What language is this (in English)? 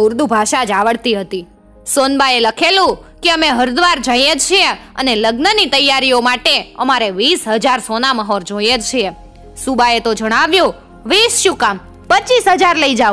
Gujarati